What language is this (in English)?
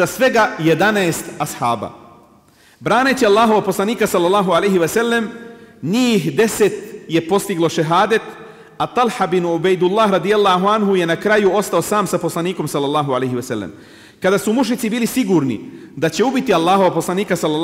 Bosnian